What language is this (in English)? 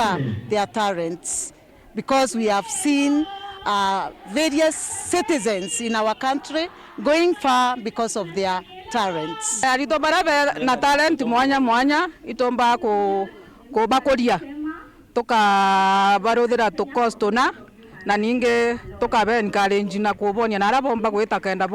Meru